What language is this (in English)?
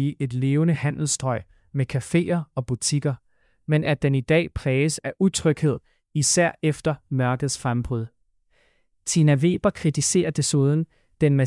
Danish